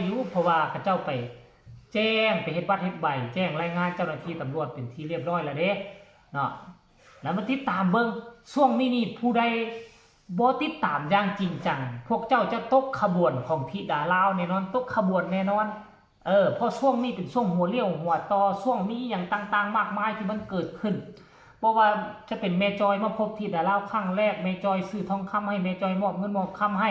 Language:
Northeastern Thai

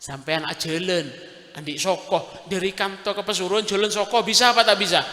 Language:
Madurese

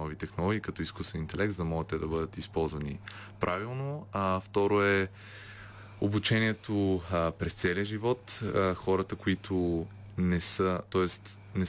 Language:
Bulgarian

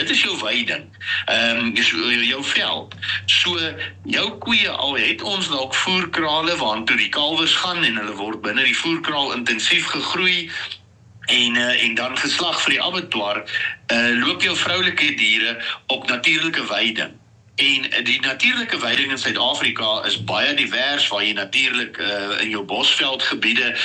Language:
Afrikaans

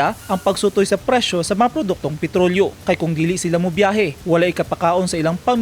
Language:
Cebuano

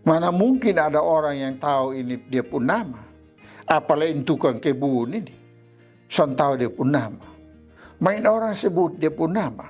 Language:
Kupang Malay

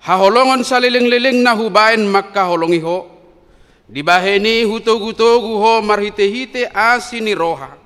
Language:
Batak Toba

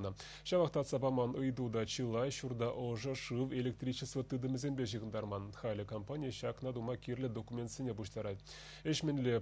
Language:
Chuvash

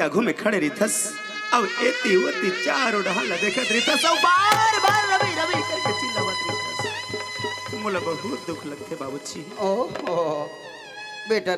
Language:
Chhattisgarhi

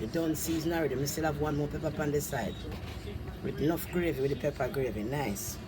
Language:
Jamaican Creole English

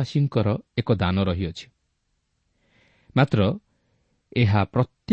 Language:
Odia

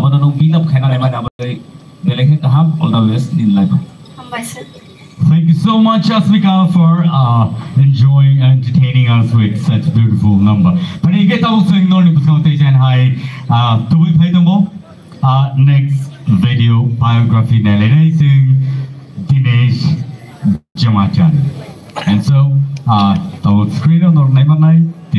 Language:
Kok Borok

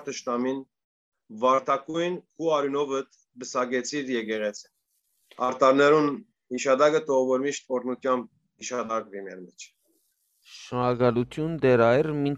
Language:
Western Armenian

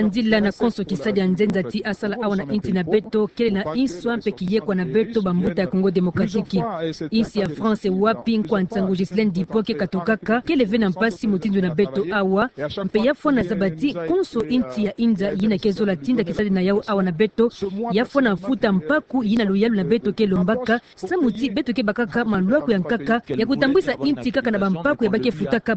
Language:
Kituba (Democratic Republic of Congo)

